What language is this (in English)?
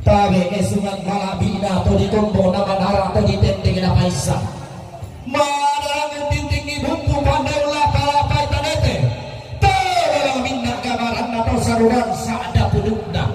Toraja-Sa'dan